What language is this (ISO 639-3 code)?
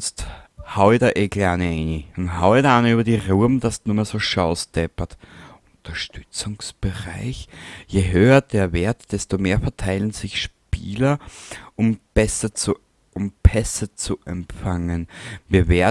bar